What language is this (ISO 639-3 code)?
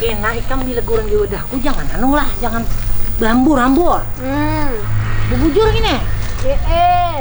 bjn